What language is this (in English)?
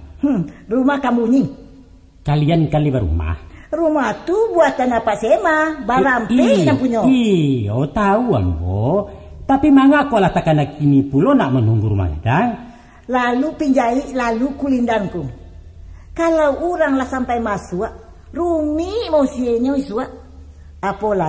Minangkabau